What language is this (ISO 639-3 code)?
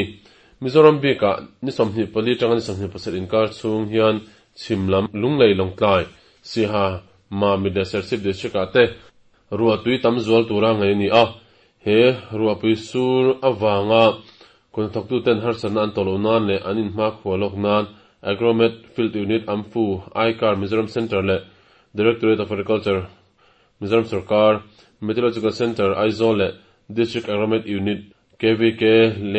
lus